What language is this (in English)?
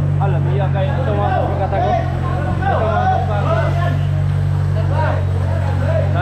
Filipino